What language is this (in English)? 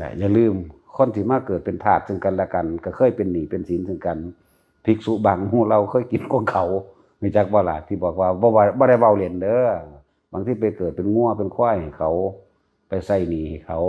Northeastern Thai